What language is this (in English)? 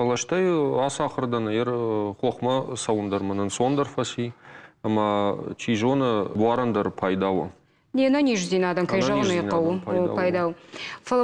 Ossetic